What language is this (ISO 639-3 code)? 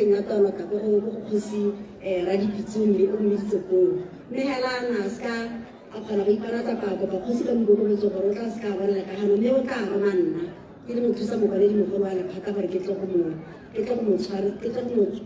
tsn